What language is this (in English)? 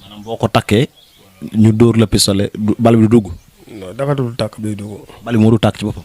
Wolof